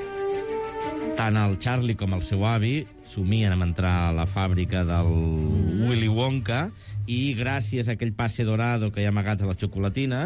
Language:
Catalan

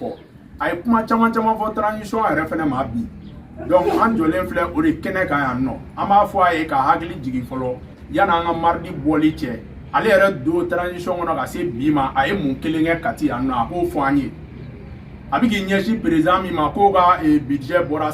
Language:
Bambara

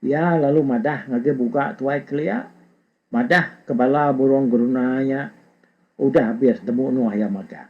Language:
Iban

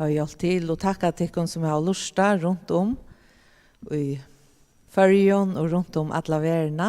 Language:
Faroese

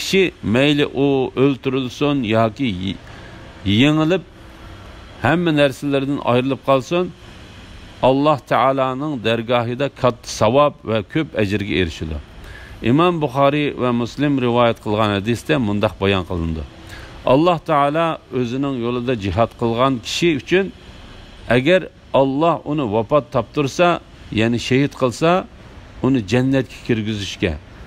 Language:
Uyghur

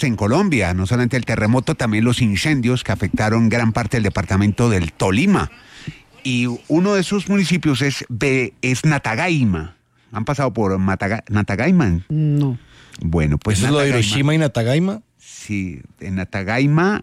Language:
Spanish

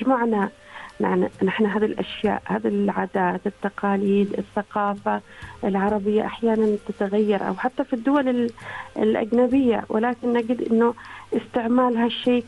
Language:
Arabic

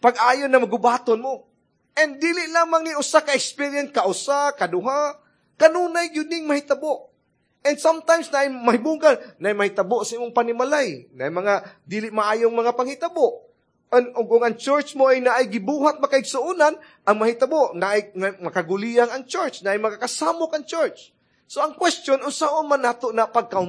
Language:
Cebuano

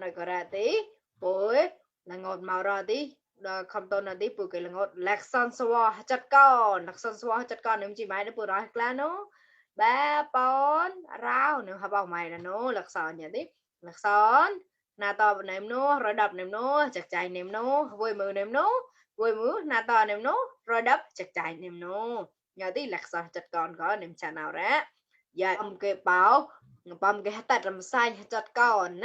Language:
Mon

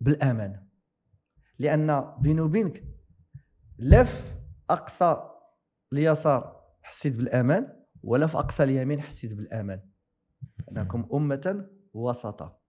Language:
Moroccan Arabic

